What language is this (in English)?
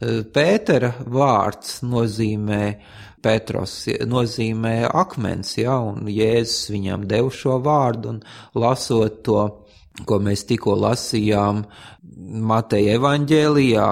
Latvian